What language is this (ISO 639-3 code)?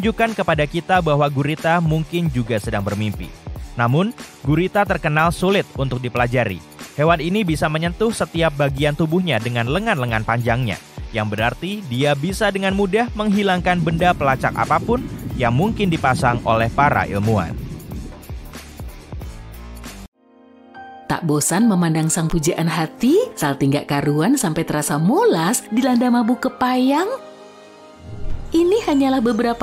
ind